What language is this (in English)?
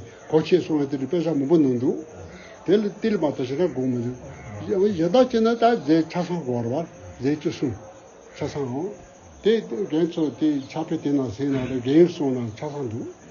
Tibetan